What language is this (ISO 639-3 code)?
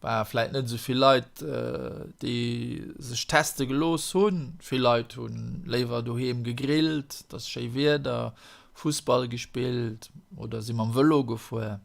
ltz